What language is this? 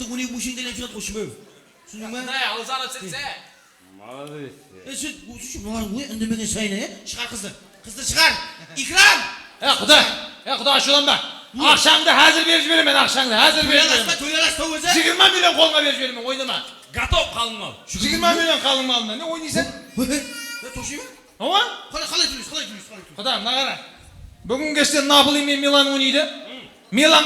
Kara-Kalpak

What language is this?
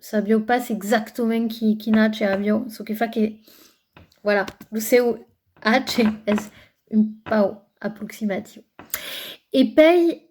Occitan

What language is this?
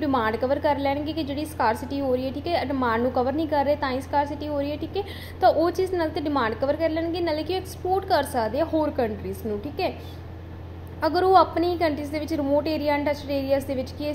Punjabi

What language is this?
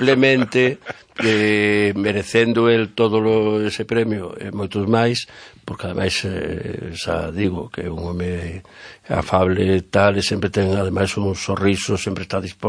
Galician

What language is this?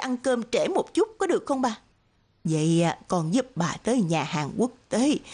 Vietnamese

